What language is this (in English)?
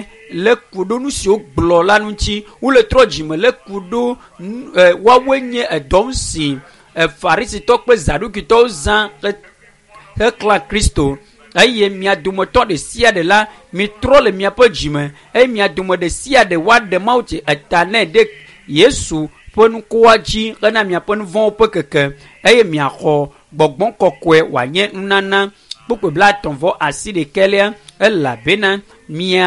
Ewe